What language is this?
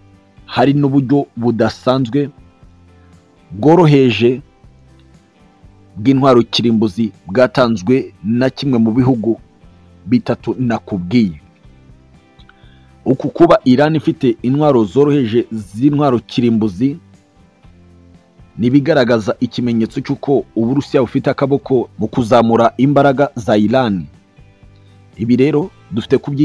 Kinyarwanda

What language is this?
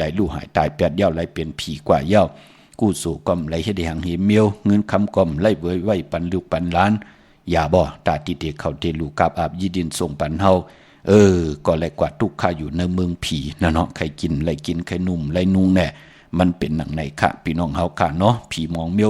Shan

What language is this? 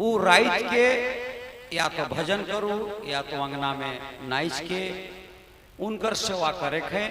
Sadri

